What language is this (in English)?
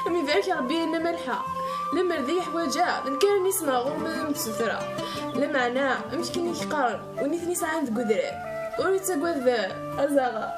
Kabyle